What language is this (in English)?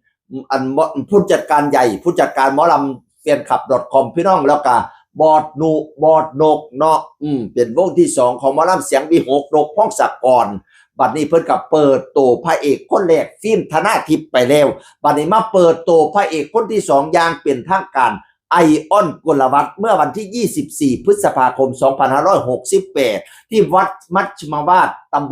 Northeastern Thai